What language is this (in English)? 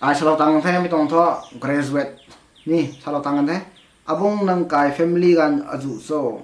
Rongmei Naga